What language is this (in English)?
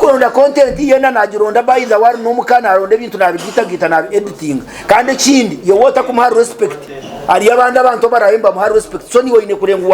Nyankole